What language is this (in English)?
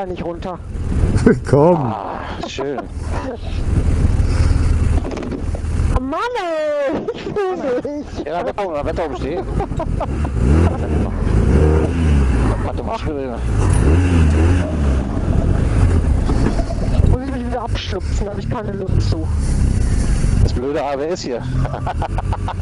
German